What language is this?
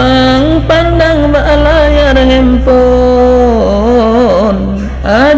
Achinese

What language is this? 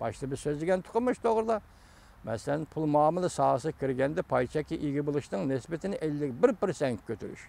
Uyghur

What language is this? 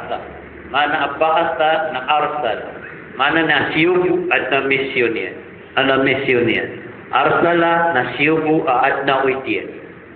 Maranao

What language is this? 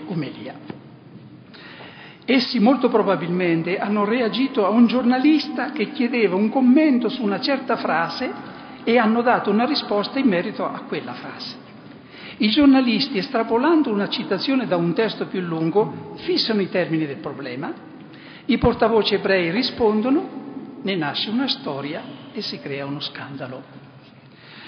Italian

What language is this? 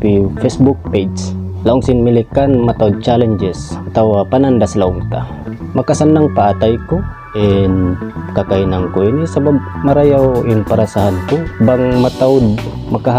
Tausug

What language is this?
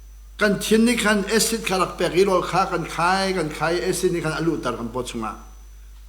Hakha Chin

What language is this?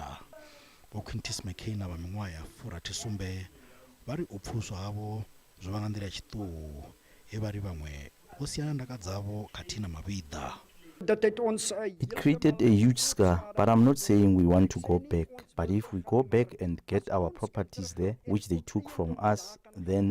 Venda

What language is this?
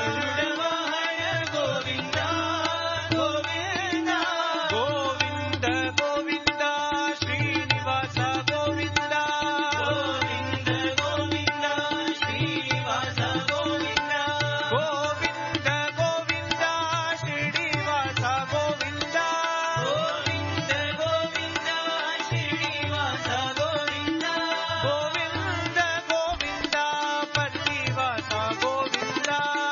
Telugu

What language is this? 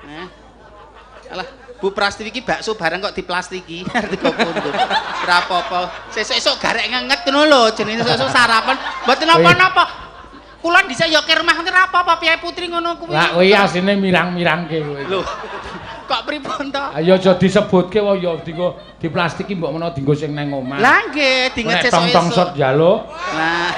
Javanese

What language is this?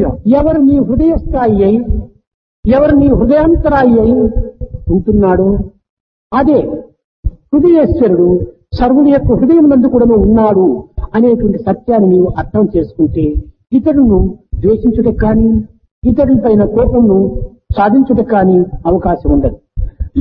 Telugu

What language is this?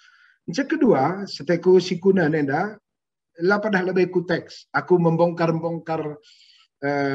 Batak Karo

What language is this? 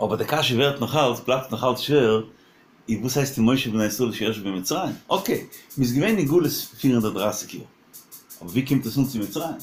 Yiddish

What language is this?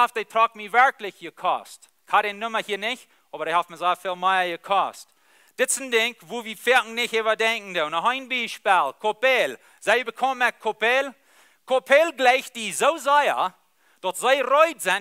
Plautdietsch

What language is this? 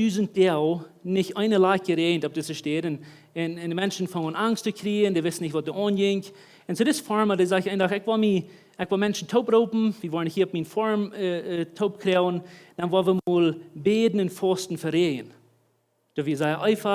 Plautdietsch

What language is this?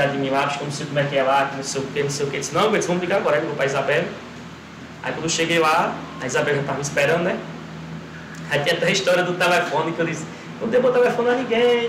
Portuguese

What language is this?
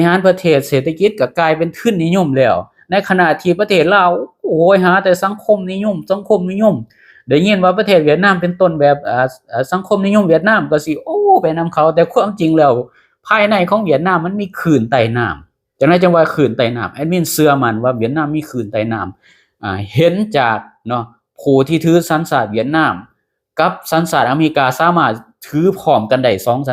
Lao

